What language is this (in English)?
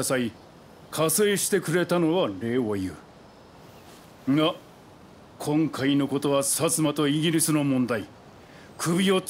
Japanese